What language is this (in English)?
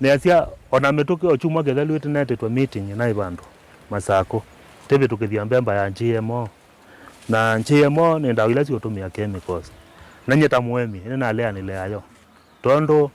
Kamba